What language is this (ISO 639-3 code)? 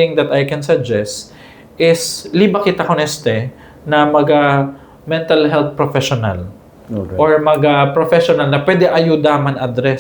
cbk